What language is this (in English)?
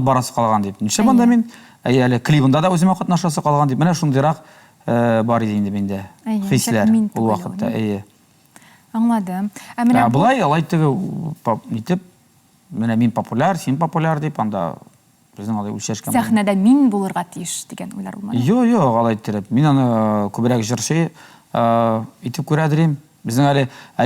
Tatar